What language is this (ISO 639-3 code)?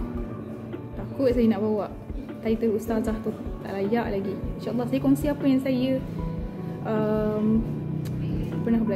msa